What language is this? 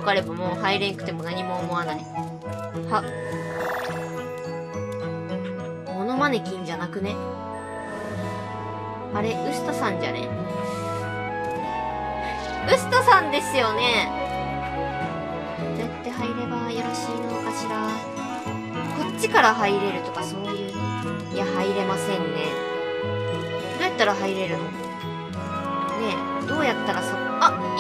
Japanese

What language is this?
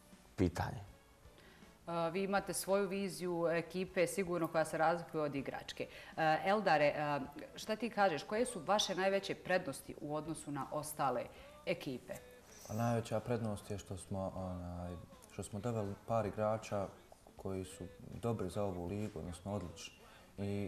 Bosnian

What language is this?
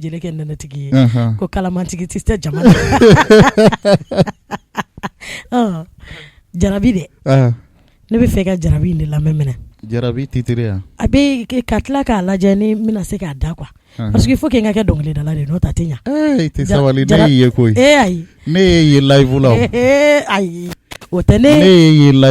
Bambara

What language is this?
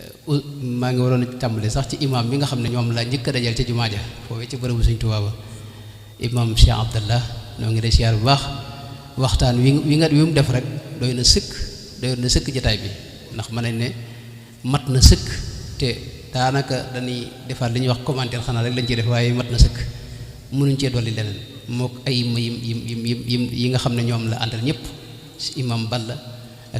Wolof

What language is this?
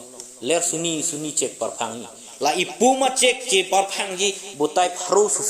Karbi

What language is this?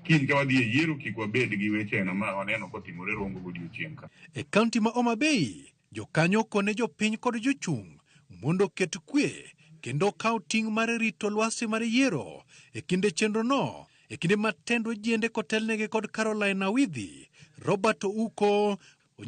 Luo (Kenya and Tanzania)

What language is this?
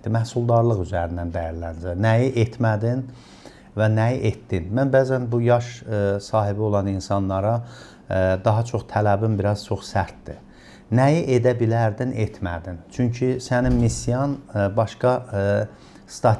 Azerbaijani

